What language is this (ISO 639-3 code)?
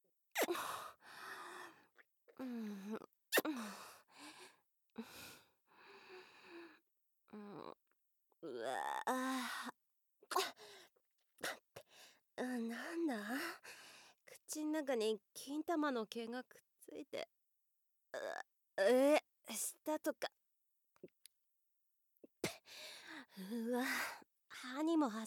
jpn